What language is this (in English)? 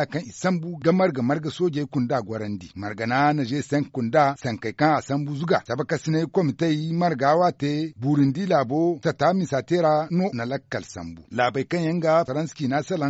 Zarma